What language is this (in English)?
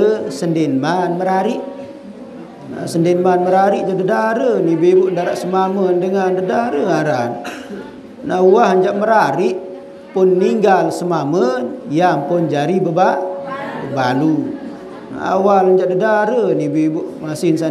Sasak